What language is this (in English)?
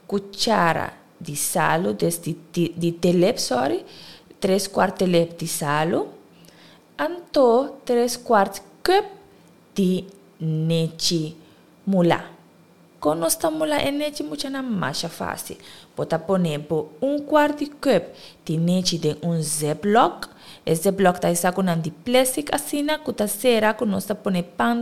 Papiamento